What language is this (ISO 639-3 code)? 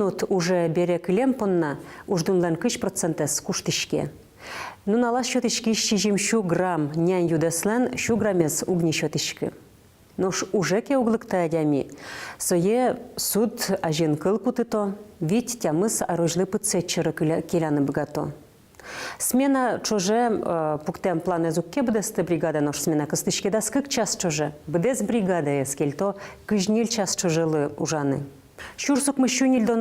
udm